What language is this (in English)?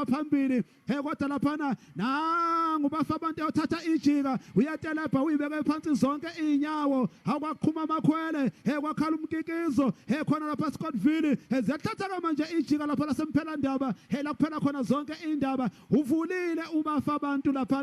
Zulu